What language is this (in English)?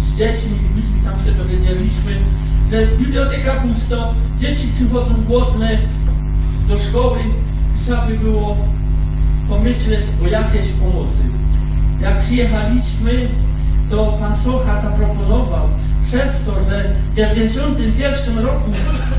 Polish